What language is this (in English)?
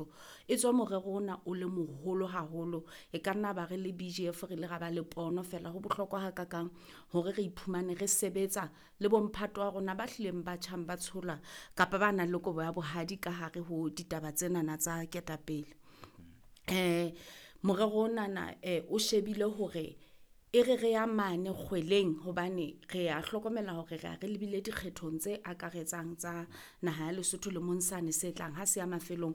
Southern Sotho